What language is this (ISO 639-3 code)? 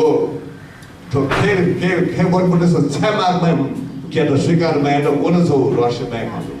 new